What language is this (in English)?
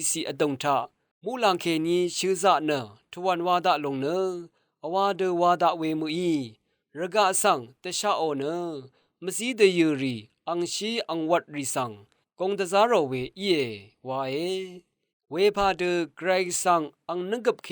Rawang